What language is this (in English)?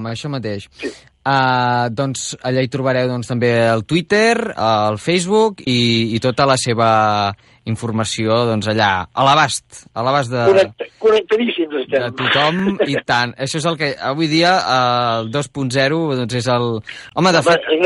Catalan